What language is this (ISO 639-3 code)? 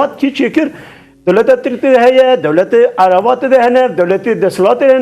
kur